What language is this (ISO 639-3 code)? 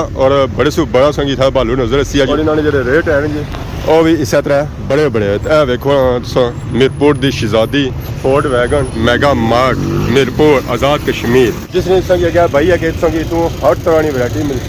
phr